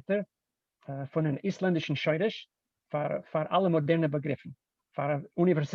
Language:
Yiddish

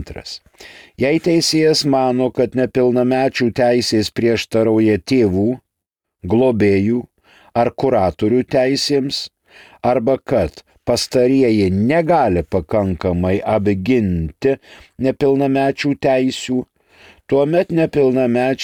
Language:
Lithuanian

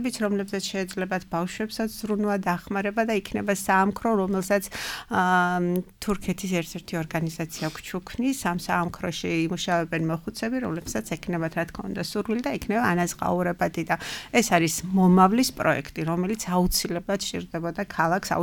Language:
Georgian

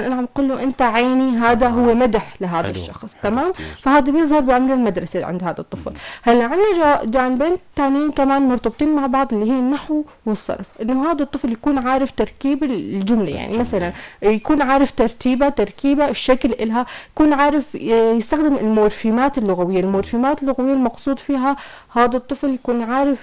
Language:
North Levantine Arabic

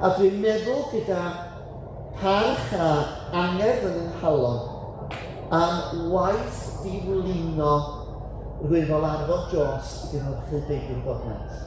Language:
Welsh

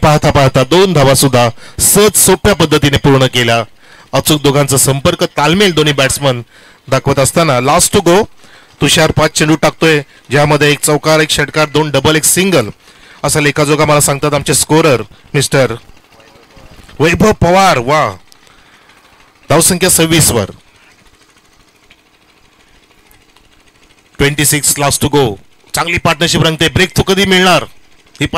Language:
Marathi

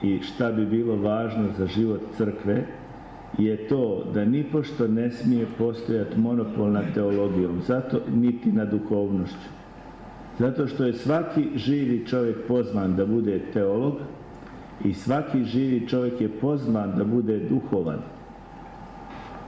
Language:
Croatian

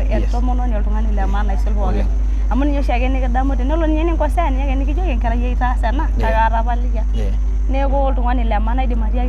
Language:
Masai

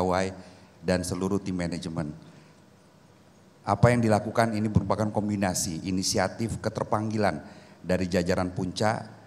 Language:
Indonesian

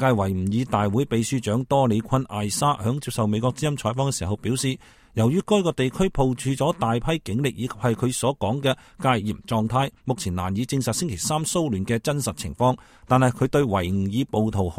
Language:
Cantonese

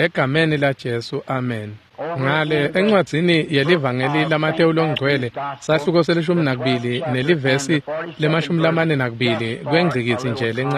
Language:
Swati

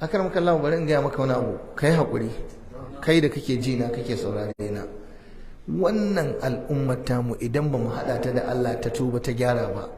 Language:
Hausa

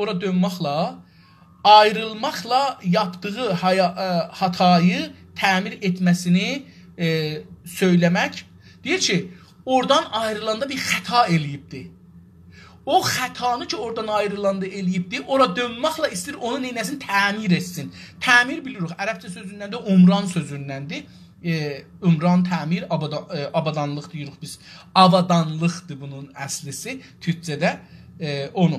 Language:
South Azerbaijani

